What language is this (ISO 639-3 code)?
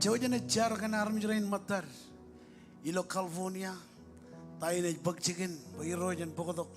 mah